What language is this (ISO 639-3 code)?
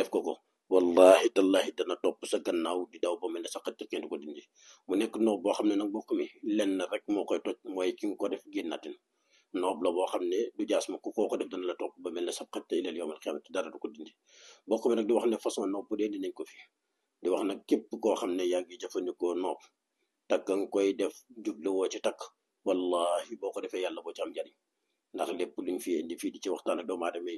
wol